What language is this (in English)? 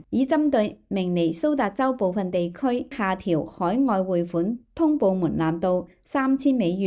Cantonese